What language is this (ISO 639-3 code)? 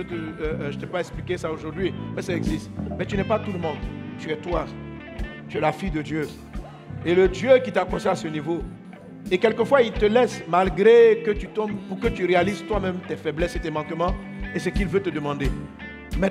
fra